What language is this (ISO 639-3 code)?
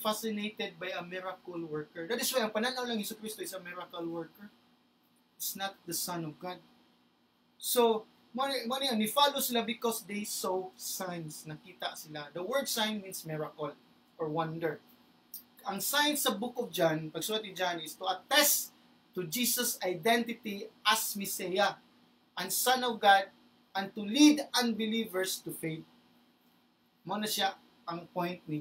ceb